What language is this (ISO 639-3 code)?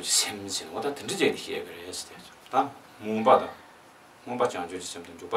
bod